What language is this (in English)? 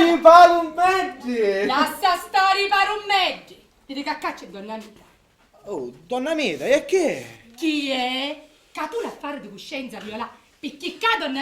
Sicilian